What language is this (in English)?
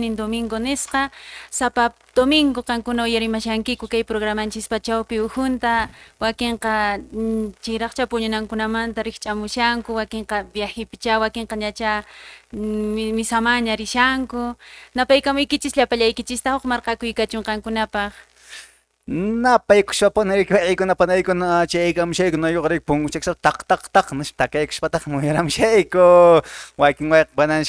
Quechua